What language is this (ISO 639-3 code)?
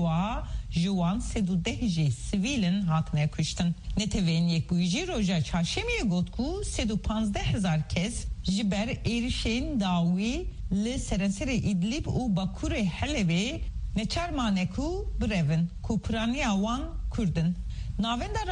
kur